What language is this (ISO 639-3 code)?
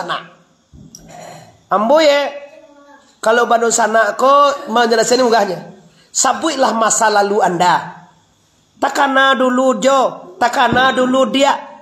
min